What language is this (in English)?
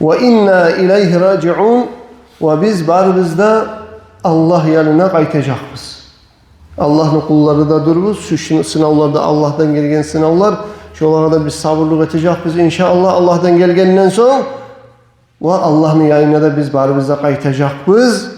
Kumyk